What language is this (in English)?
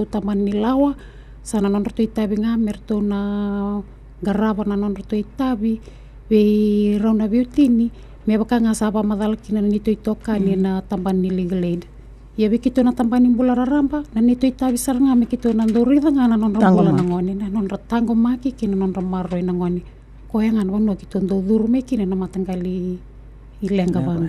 Fijian